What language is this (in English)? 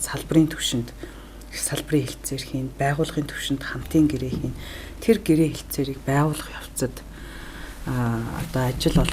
Mongolian